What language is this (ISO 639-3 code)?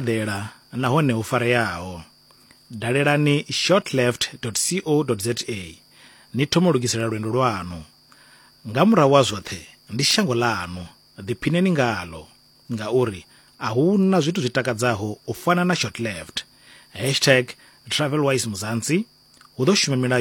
ven